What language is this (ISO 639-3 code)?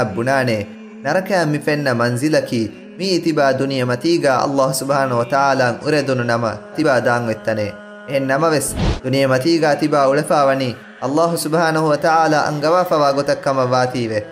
div